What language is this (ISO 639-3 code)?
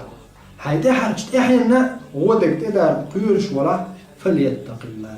che